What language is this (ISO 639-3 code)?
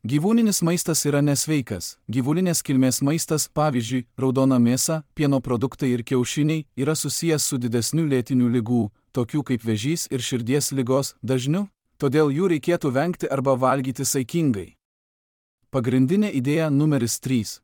lit